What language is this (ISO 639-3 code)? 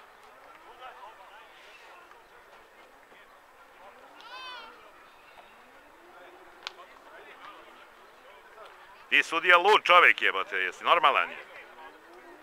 srp